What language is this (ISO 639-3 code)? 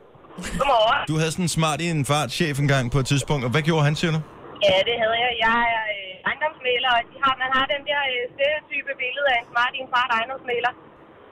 dan